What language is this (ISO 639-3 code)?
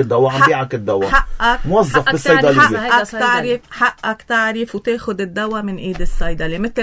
apc